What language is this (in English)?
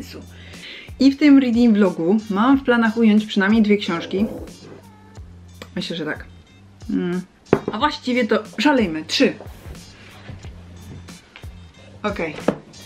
Polish